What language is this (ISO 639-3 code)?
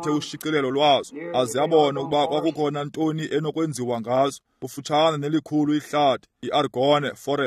xho